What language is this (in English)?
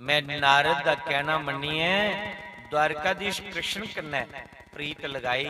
Dogri